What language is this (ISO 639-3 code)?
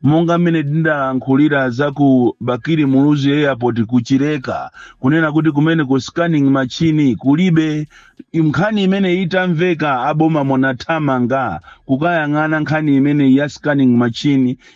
nya